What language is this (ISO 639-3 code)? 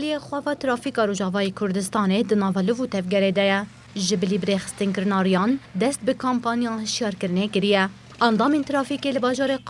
kur